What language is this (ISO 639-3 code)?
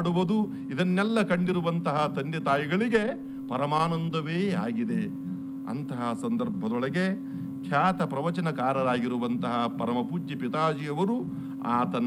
kan